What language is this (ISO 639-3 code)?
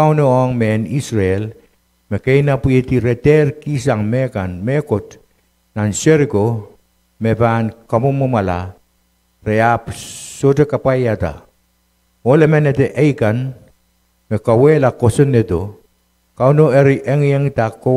pon